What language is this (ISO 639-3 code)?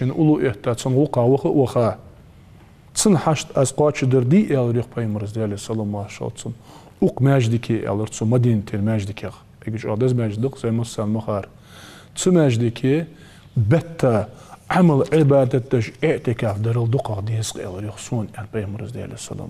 inh